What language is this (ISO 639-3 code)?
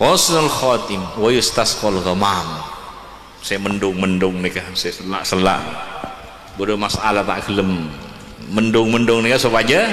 mad